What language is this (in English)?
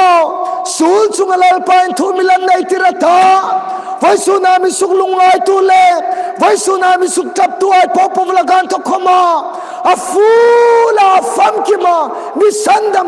Hmar